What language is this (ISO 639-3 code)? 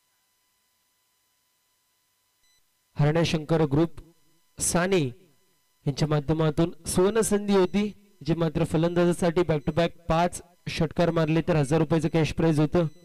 mar